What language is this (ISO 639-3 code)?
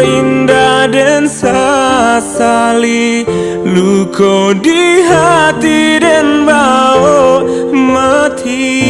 min